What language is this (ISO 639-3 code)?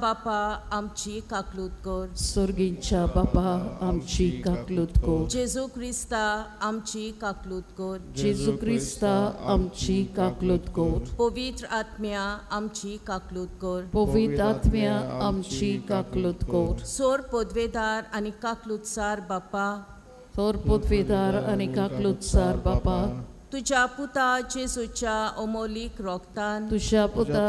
kok